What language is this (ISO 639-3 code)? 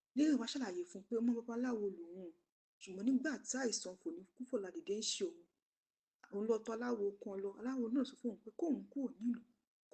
yor